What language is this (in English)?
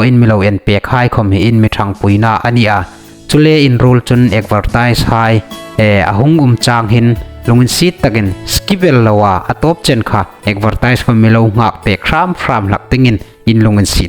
Hmar